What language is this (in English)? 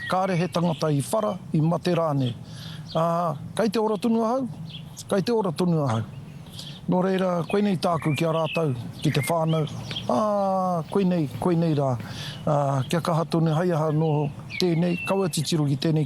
Māori